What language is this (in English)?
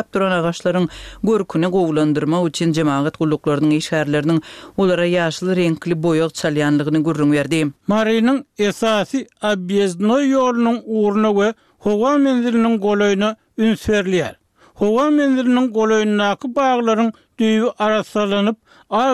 Turkmen